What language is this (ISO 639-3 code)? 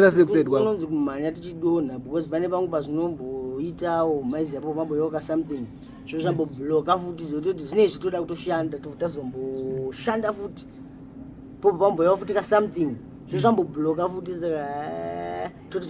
sna